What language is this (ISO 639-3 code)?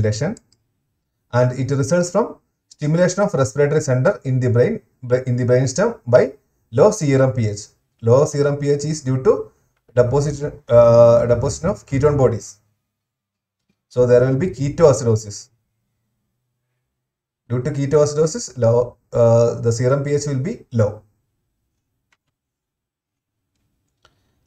eng